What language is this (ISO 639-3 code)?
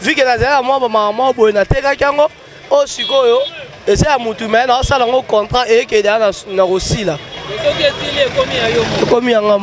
lin